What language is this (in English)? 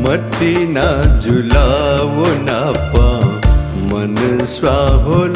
Newari